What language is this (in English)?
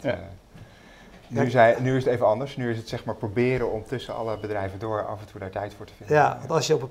Dutch